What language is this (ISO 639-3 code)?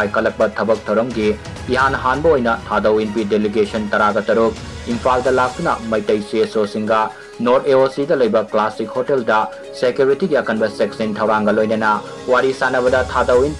mni